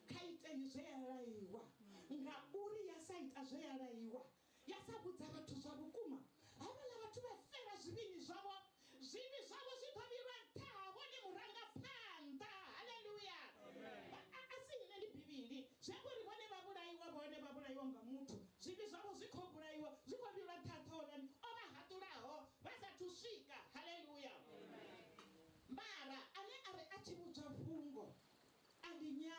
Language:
Venda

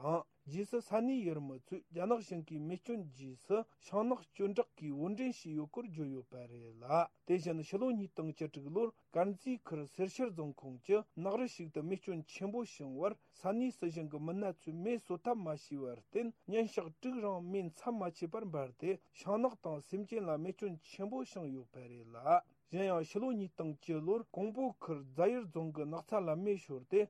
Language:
Tibetan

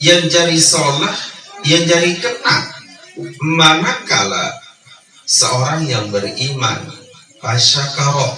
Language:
Sasak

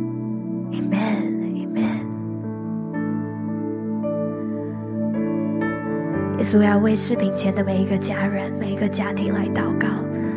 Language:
Chinese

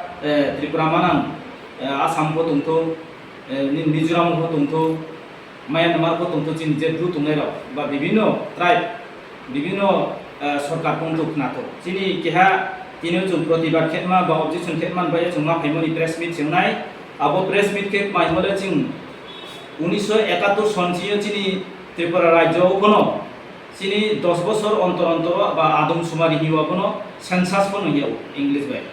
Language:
Riang (India)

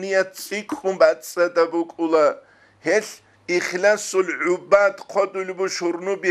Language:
Avaric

